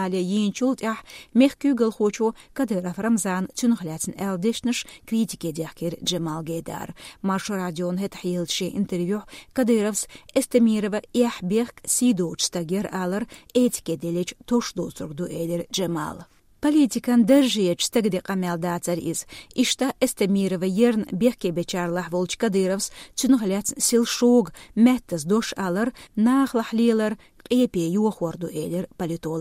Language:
Chechen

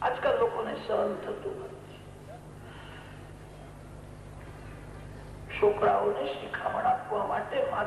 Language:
Gujarati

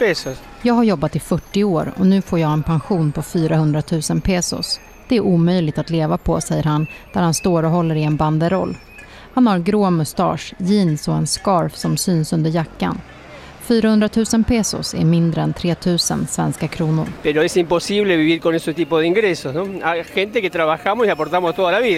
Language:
Swedish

